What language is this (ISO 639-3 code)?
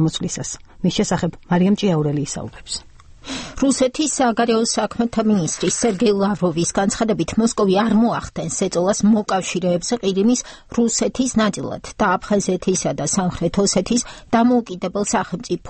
kat